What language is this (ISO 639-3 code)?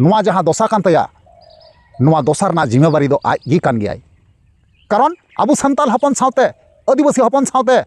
sat